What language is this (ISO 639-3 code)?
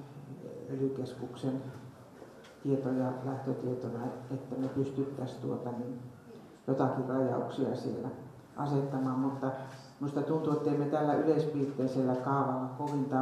fin